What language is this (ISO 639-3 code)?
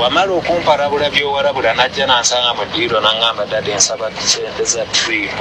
lug